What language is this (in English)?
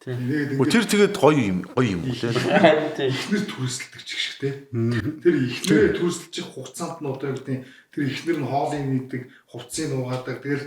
Mongolian